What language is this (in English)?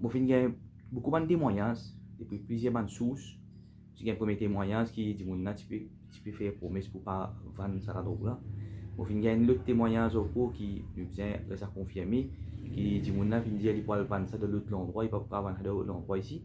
Morisyen